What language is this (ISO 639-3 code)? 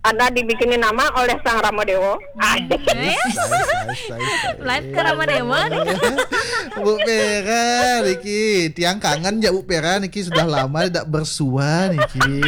ban